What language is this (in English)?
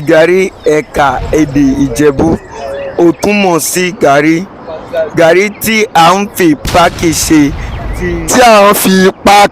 Yoruba